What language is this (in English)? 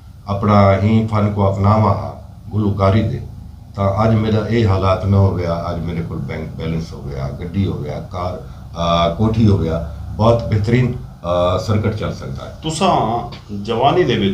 Saraiki